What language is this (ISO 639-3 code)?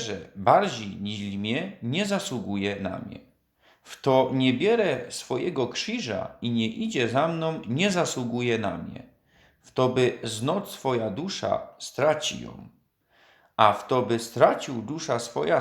szl